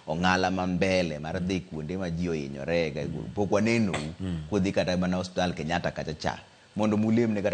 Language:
Luo (Kenya and Tanzania)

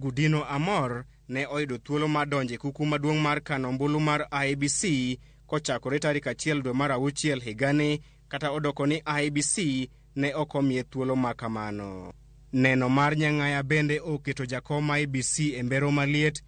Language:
Luo (Kenya and Tanzania)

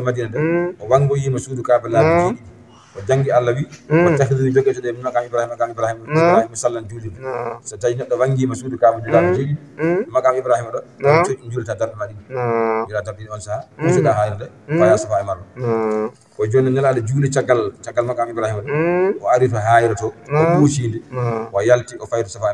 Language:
Fula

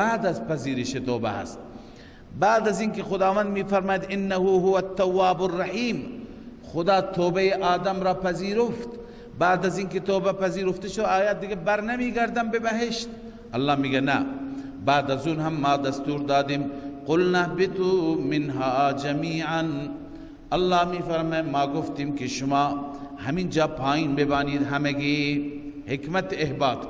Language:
Persian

